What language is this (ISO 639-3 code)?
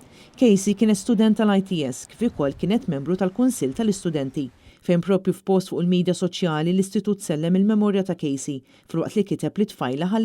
mlt